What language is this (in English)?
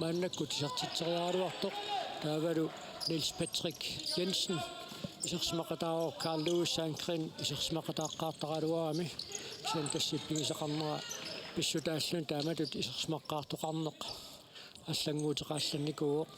Kalaallisut